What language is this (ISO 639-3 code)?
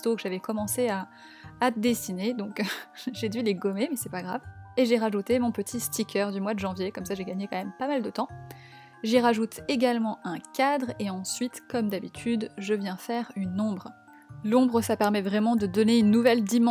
fra